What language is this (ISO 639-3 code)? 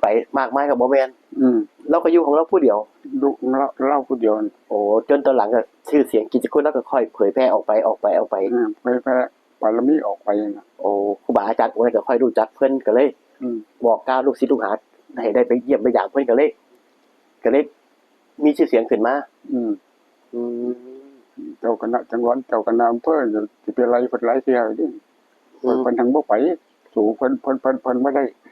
tts